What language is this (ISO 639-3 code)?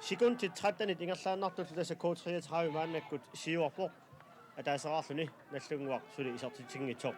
kal